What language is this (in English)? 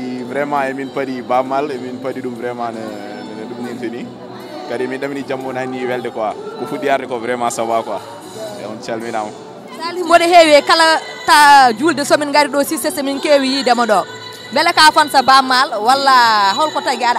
Fula